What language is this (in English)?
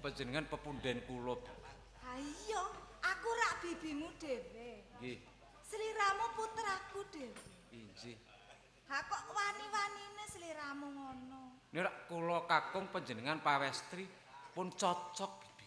Javanese